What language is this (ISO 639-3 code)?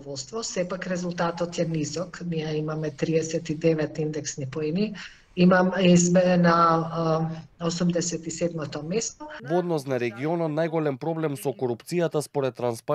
mkd